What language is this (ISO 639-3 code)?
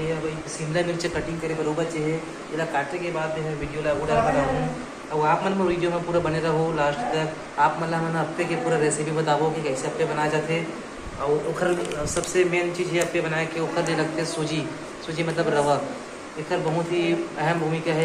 hne